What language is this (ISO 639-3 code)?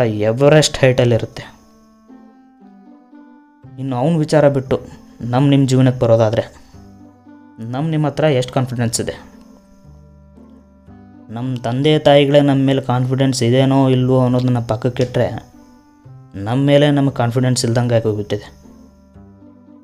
kan